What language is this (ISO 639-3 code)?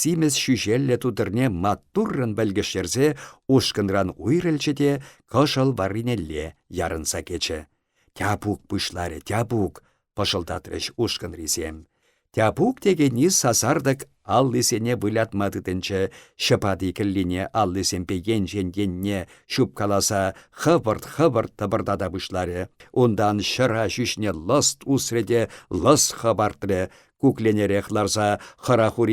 chv